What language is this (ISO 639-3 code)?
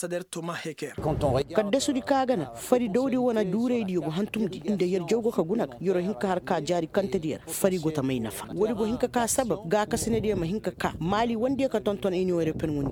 ses